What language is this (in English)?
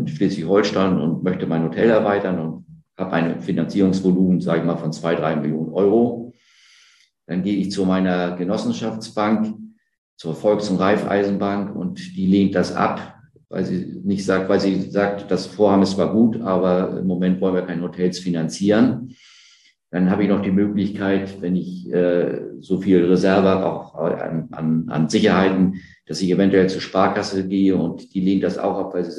German